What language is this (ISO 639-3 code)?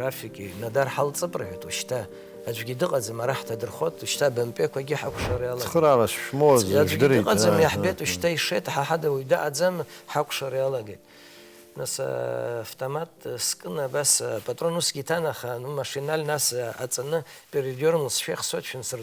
abk